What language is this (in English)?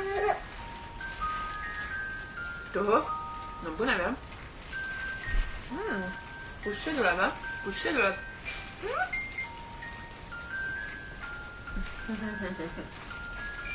Estonian